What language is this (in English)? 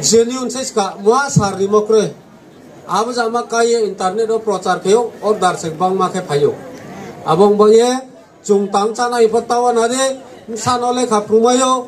Riang (India)